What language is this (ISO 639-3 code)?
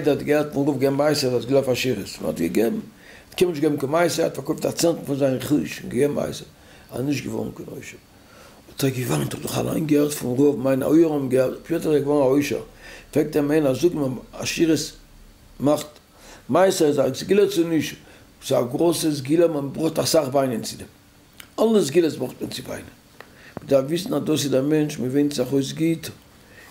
yid